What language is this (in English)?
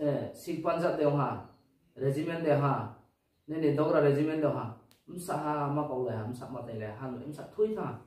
Riang (India)